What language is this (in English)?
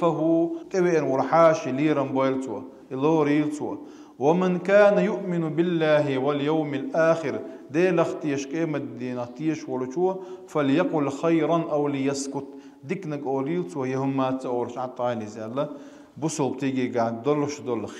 Chechen